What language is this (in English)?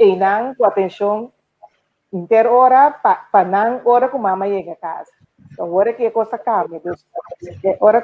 Papiamento